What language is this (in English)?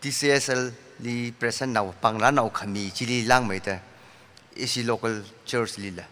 Tangkhul Naga (India)